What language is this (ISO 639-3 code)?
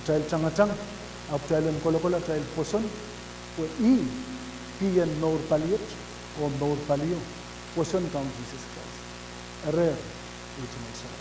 pon